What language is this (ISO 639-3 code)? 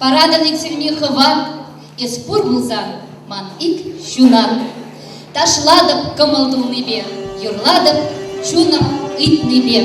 chv